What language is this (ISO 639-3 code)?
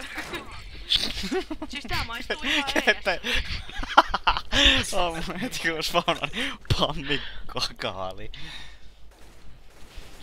fin